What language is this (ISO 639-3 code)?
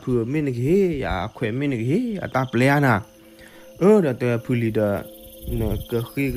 ksw